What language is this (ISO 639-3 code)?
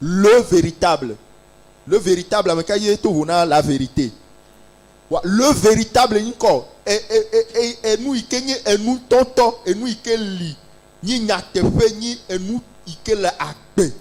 ewe